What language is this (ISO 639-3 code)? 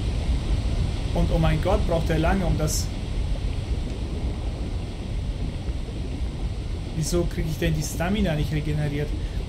deu